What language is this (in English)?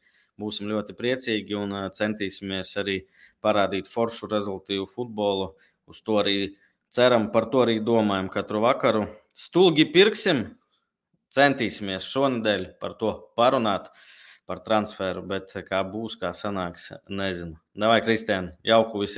Latvian